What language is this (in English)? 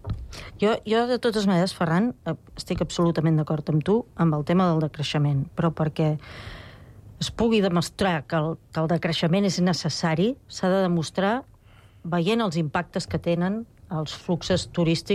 Catalan